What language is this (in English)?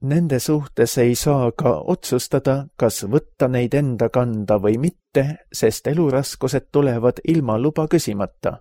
Estonian